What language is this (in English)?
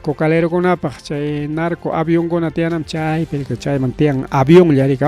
Ayacucho Quechua